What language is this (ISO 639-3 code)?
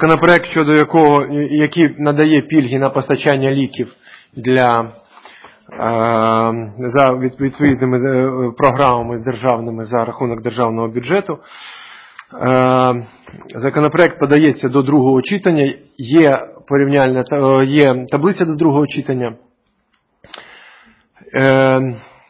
ukr